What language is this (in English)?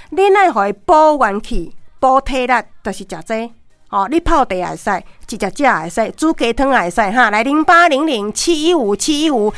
Min Nan Chinese